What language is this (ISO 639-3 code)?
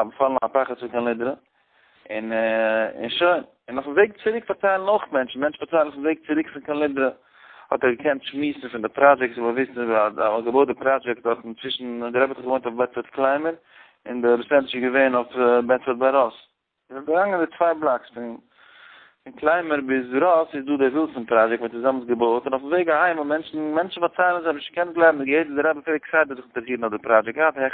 yid